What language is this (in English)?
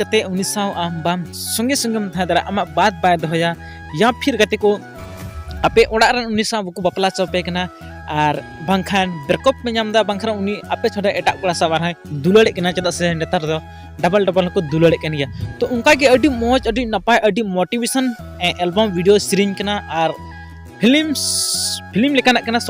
Santali